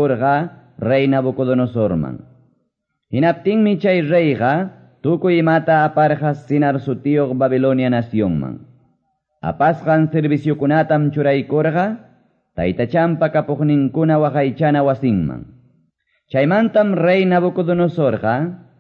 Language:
Quechua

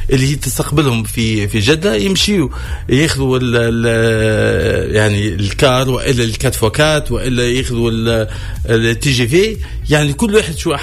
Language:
Tunisian Arabic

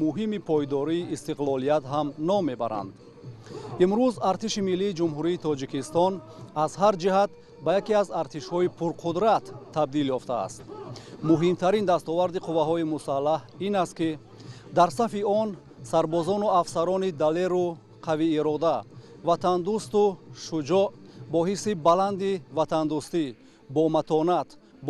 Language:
Tajik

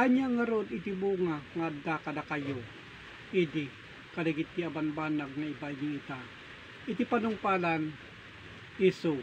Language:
Iloko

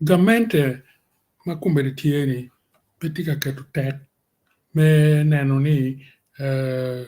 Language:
Acoli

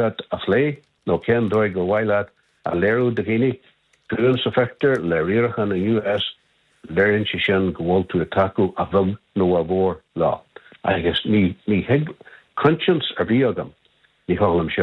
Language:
Irish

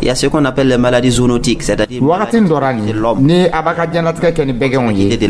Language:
Dyula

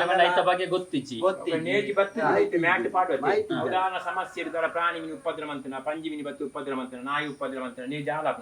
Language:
Tulu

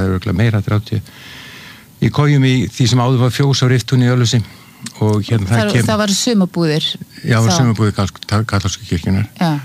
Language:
Icelandic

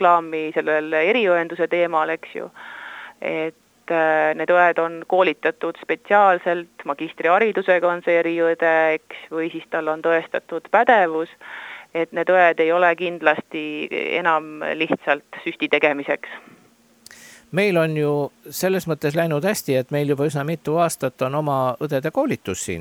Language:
Estonian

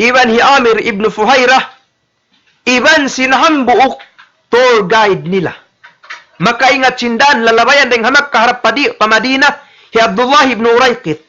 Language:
Tausug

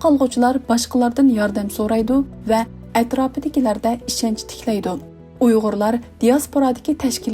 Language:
Uyghur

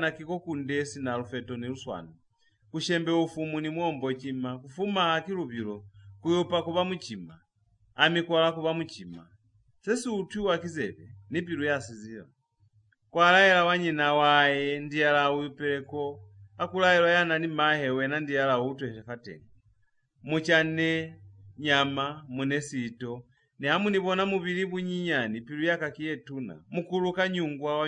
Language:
Lozi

